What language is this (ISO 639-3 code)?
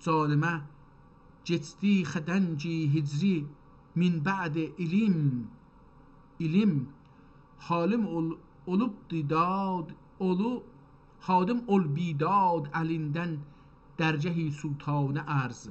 azb